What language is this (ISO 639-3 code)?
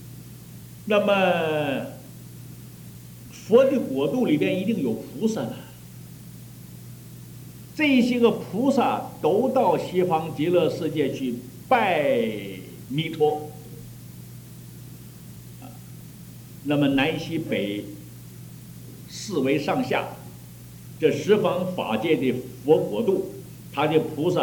zho